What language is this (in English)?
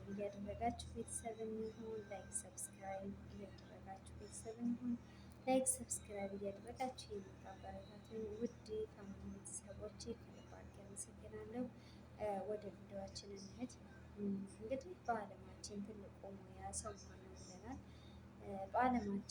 Amharic